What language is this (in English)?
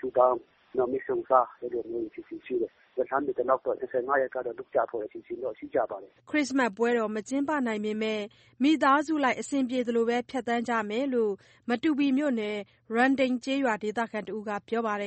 Burmese